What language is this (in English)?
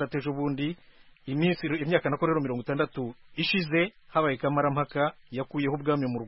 Kinyarwanda